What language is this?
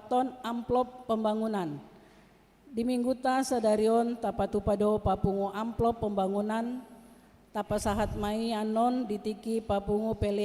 Batak Toba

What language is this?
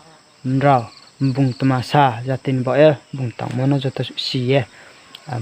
Riang (India)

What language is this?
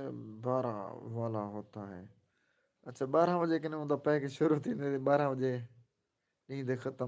Saraiki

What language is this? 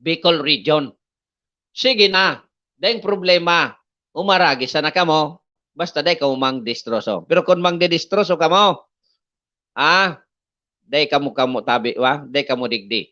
Bikol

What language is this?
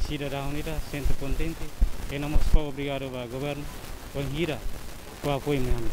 Tetum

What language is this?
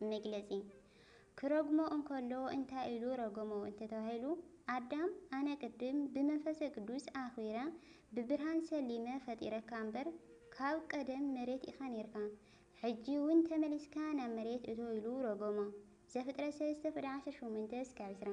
Tigrinya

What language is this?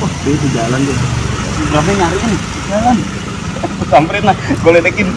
Betawi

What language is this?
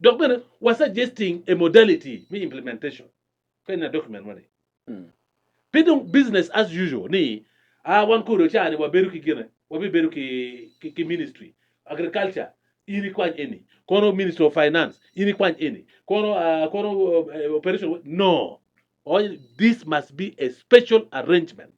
Acoli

